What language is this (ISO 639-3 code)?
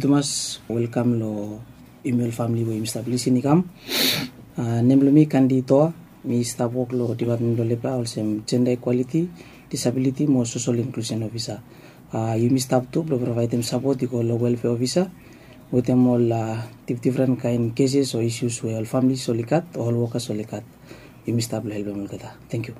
bis